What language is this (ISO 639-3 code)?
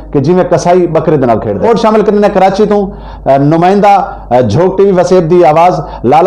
skr